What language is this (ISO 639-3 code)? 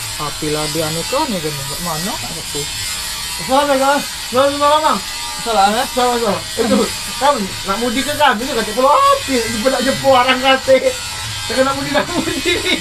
mui